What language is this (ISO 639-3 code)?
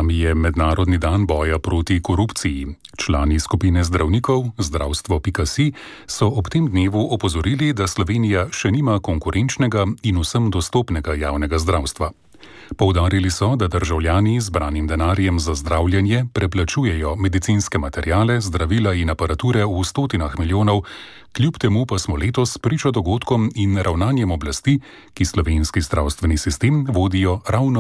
slv